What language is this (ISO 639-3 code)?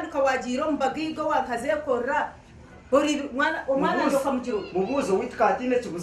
nyn